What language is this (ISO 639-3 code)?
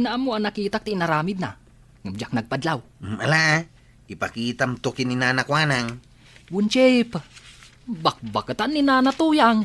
ilo